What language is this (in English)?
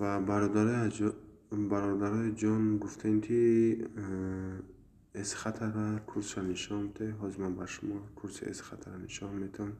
Tajik